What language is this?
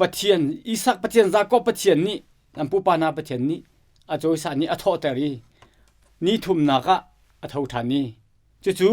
Hakha Chin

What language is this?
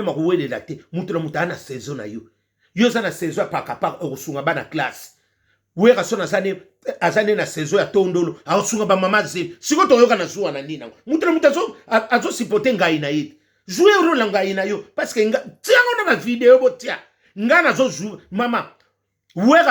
Lingala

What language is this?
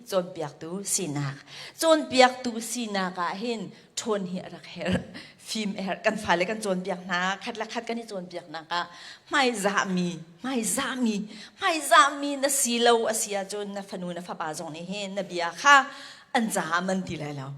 Hakha Chin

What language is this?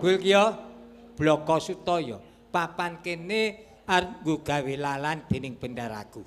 Javanese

